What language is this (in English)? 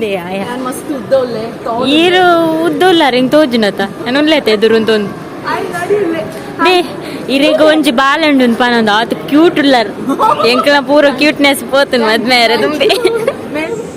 Tulu